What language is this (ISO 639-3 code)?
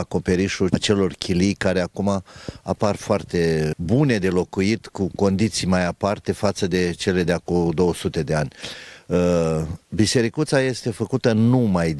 ron